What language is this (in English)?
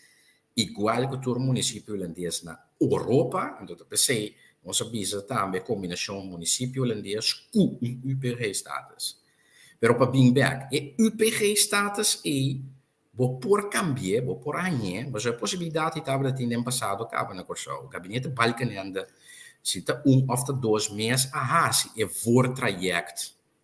Papiamento